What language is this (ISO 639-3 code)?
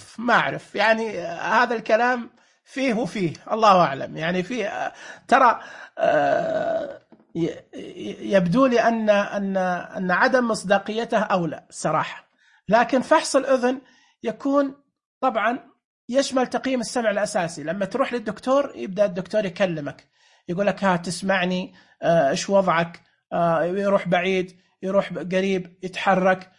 ars